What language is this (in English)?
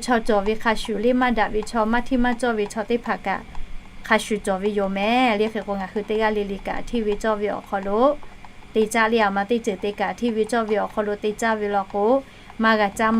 Lahu